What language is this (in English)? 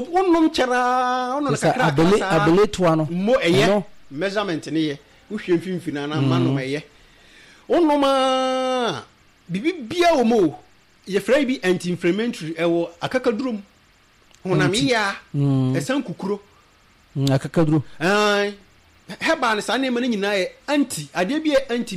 Akan